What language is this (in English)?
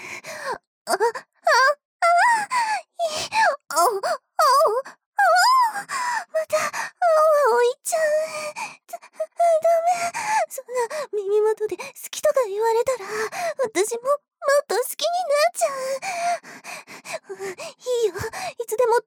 Japanese